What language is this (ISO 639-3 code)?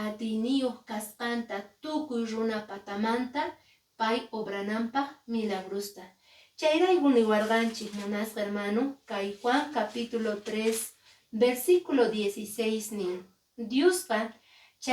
que